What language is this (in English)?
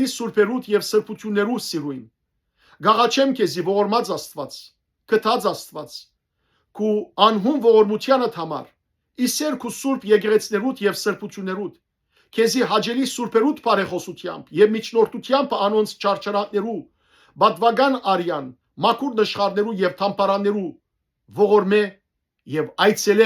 Western Armenian